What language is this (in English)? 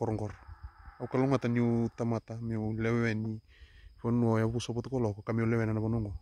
Fijian